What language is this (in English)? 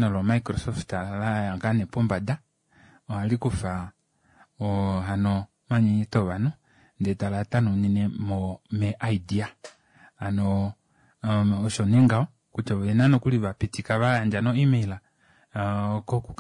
Kuanyama